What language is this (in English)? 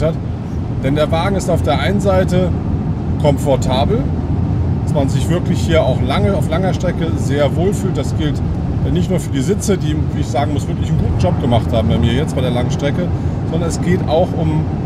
German